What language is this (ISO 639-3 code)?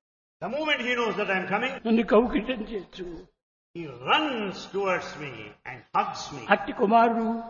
tel